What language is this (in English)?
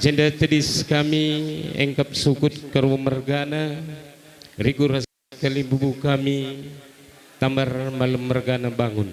Batak Karo